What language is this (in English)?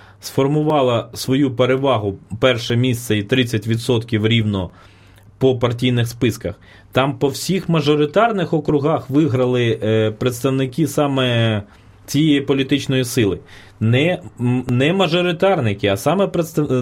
Ukrainian